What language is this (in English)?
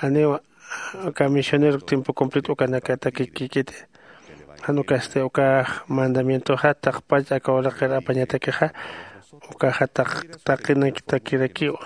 Aymara